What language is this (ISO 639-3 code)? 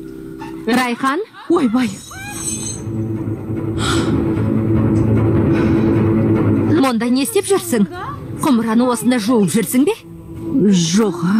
kaz